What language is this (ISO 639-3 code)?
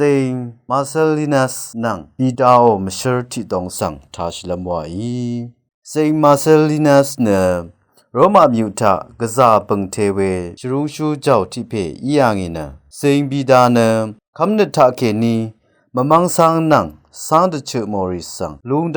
raw